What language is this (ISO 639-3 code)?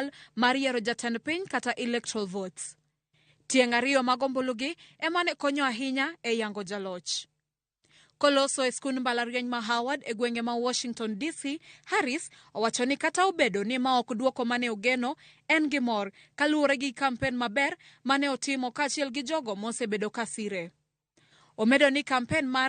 luo